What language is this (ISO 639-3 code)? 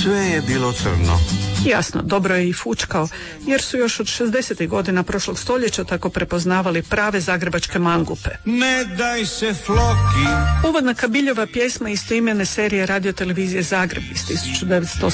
hrv